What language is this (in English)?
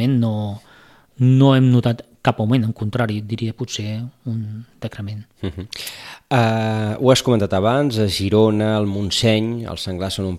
Catalan